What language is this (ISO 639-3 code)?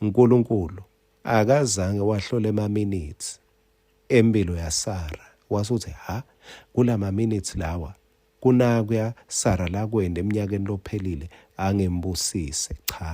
ssw